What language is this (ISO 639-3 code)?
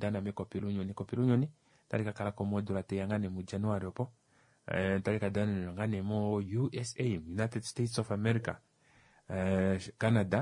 kua